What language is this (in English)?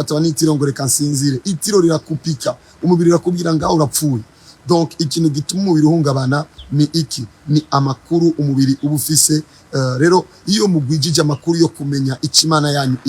Rundi